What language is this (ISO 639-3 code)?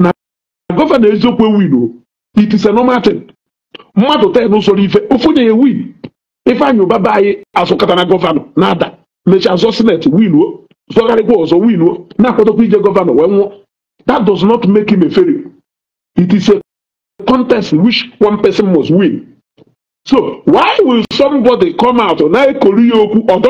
ibo